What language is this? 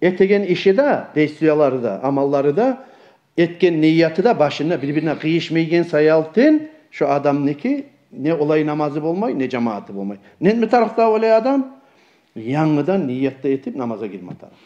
Kumyk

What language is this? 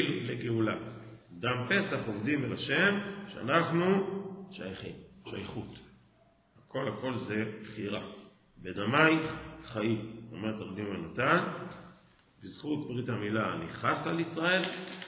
Hebrew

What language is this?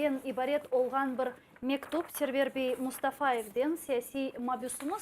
Crimean Tatar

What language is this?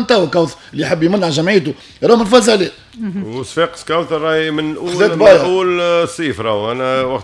Tunisian Arabic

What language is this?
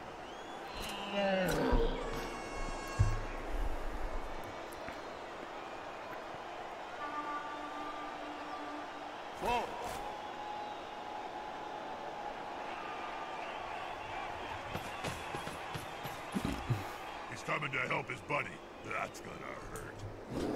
English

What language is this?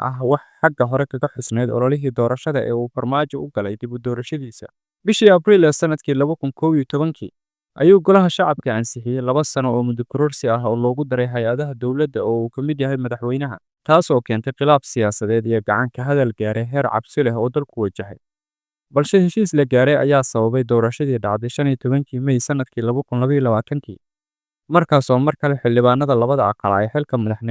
Somali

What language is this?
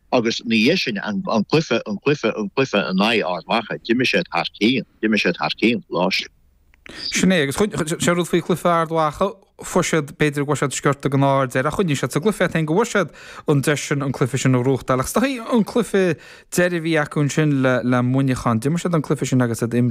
Irish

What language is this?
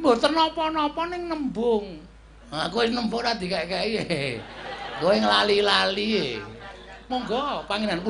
Javanese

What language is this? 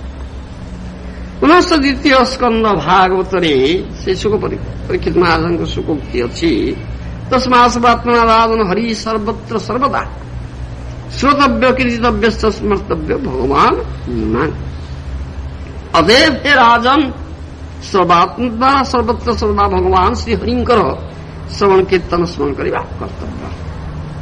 Odia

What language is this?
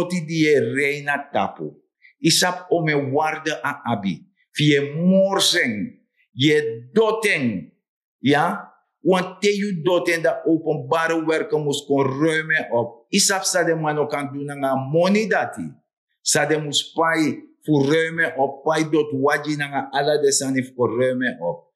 Sranan Tongo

